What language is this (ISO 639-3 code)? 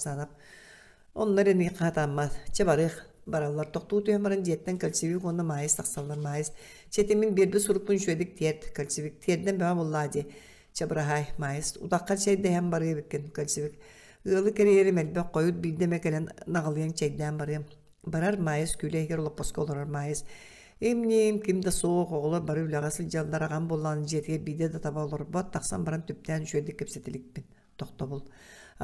sah